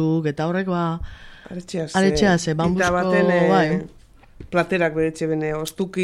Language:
Basque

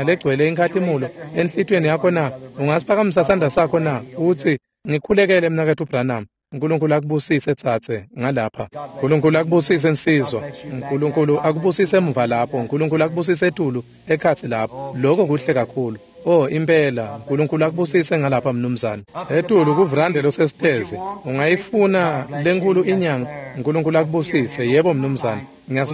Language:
Swati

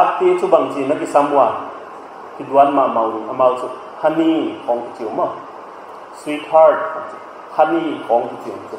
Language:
Paite Chin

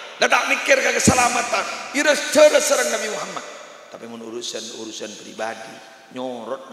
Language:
Madurese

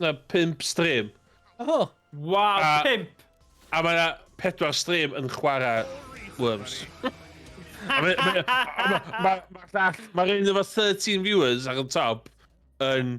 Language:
Welsh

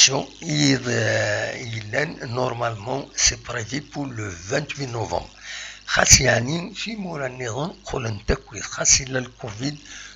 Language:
Kabyle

